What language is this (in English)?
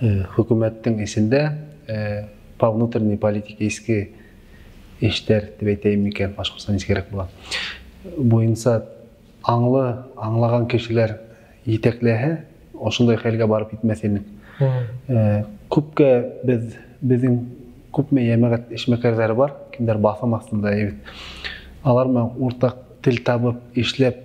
Bashkir